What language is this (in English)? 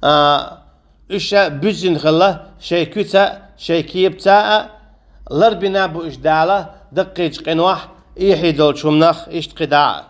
Chechen